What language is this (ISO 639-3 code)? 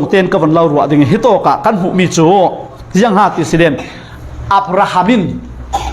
cfm